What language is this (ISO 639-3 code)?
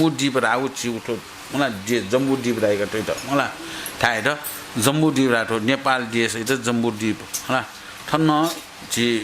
new